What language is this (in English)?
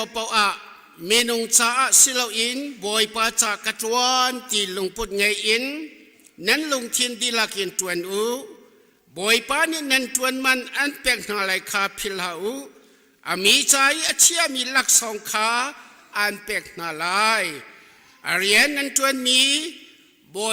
Hakha Chin